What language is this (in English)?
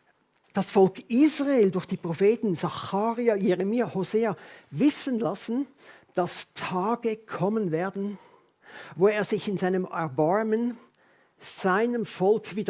Swiss German